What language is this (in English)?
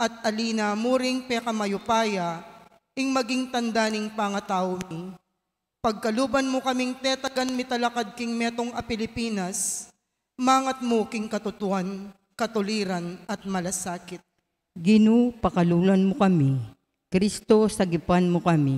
Pampanga